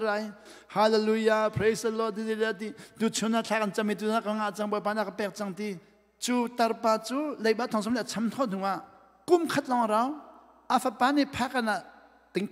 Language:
Hakha Chin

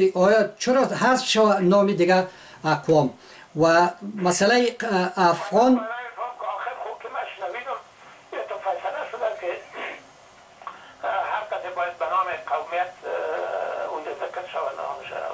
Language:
Persian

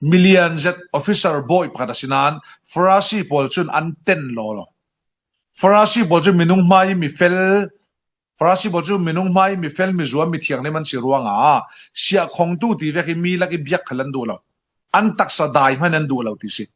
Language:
Falam Chin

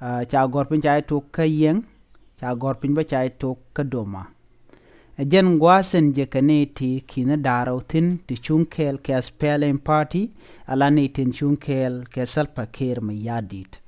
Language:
Nuer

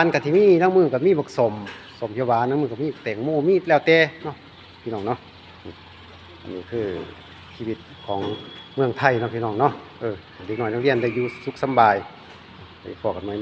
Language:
Lao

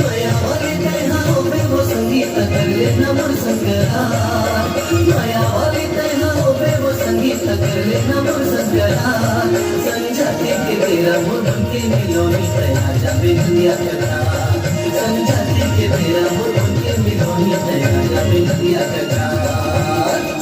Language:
Chhattisgarhi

